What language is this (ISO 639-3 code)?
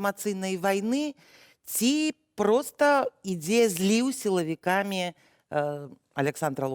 bel